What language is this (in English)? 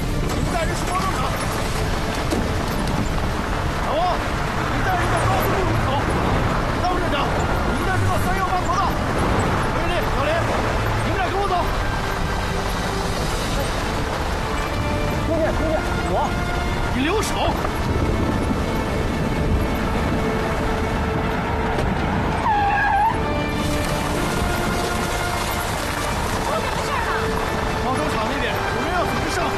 Chinese